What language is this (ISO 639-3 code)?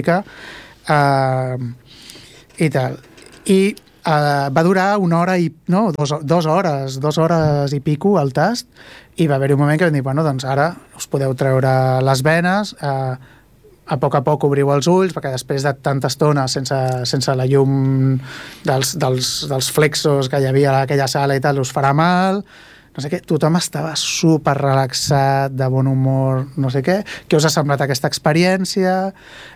cat